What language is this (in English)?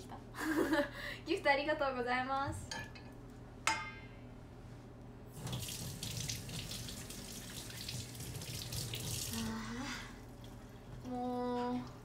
Japanese